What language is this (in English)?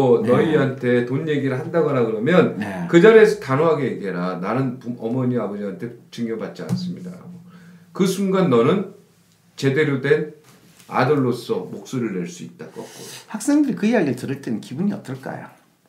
Korean